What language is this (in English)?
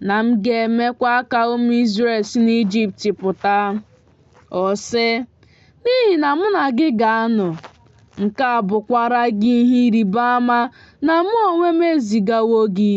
Igbo